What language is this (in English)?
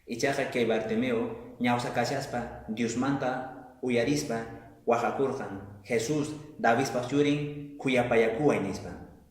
Quechua